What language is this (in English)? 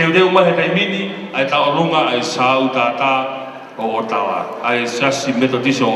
Tongan